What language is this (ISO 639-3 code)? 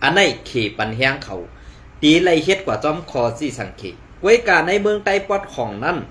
shn